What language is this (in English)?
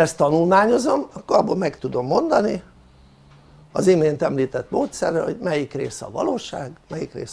Hungarian